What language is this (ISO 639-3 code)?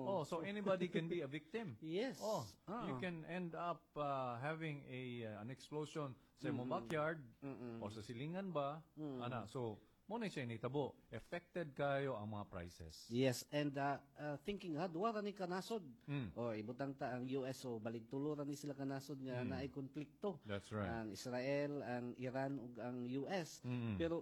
ceb